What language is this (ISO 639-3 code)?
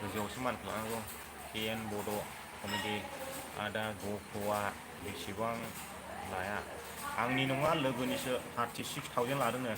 brx